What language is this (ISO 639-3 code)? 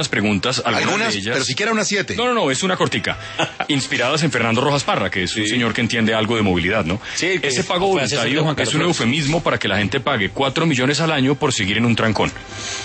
spa